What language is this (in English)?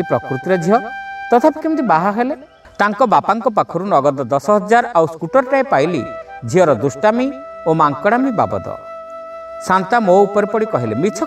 Odia